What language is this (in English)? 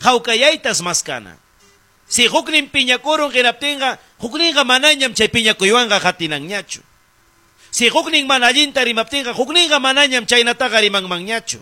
Ayacucho Quechua